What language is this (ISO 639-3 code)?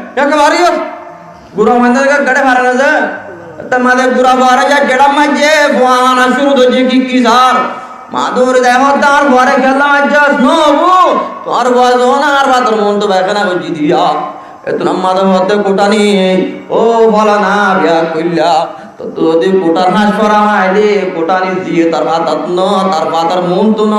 rhg